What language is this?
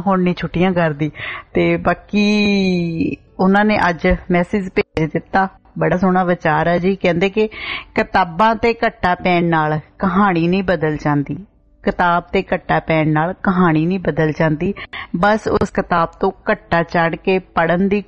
Punjabi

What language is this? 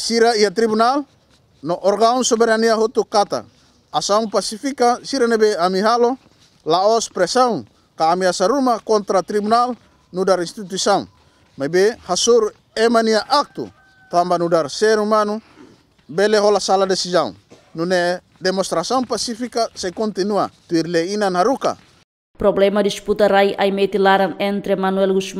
Tetum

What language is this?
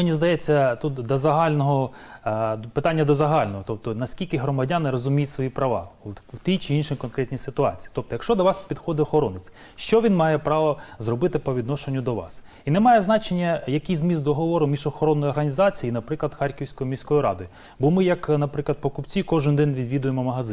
Ukrainian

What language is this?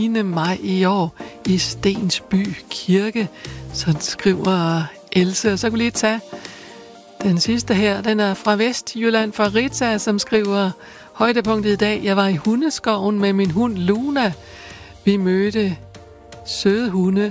Danish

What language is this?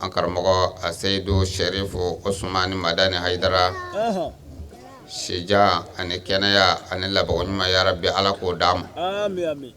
Bambara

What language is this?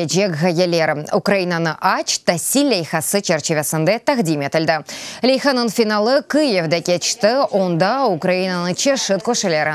Crimean Tatar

